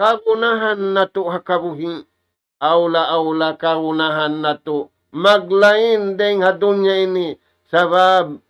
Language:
Tausug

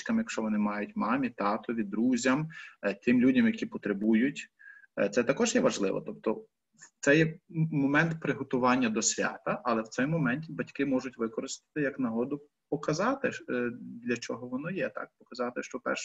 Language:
Ukrainian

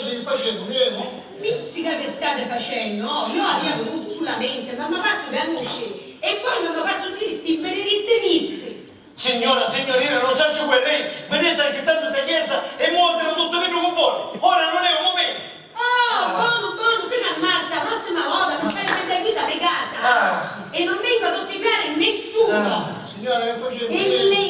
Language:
Sicilian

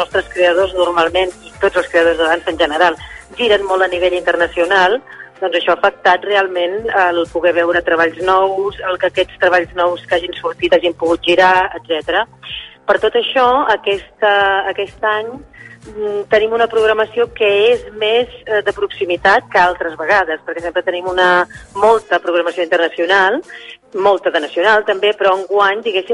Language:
Catalan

